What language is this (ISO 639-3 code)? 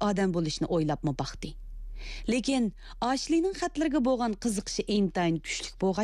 uig